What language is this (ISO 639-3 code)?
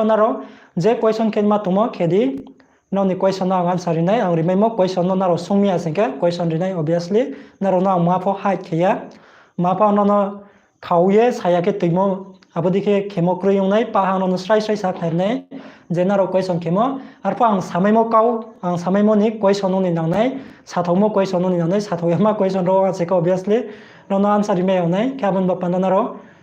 ria